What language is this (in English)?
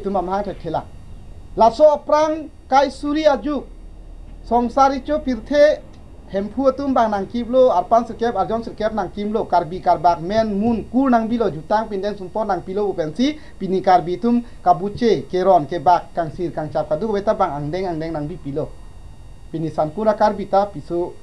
Karbi